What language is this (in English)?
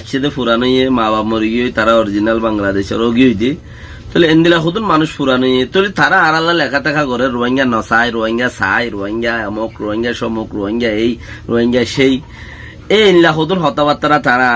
Rohingya